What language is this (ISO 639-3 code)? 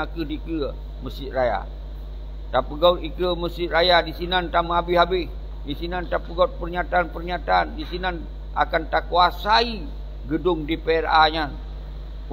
ace